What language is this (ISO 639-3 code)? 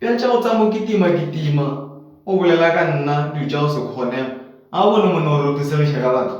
nso